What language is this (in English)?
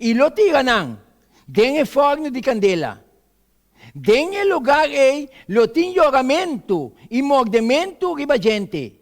Papiamento